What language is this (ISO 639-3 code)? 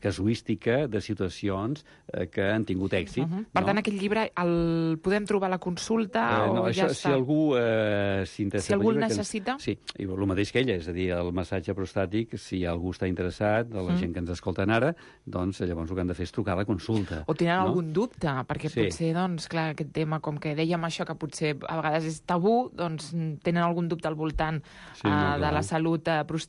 cat